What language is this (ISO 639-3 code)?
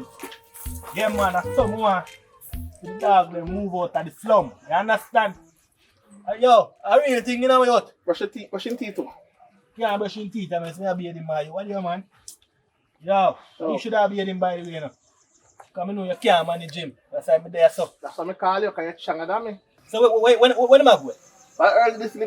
jam